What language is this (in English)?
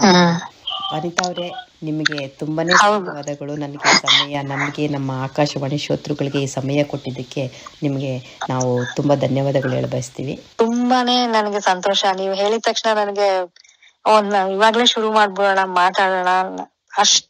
Kannada